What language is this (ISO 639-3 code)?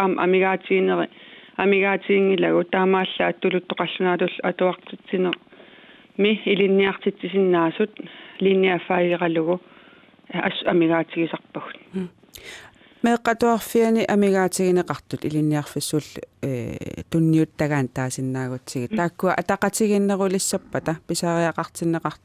kal